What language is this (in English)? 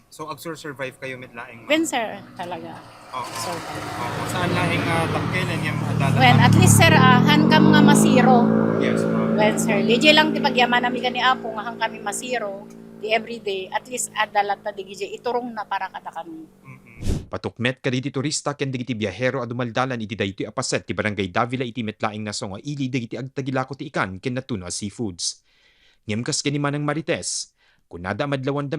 Iloko